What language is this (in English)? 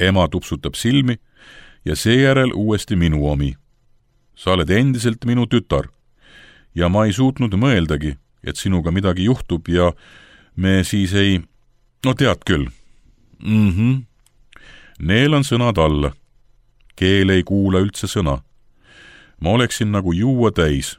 Estonian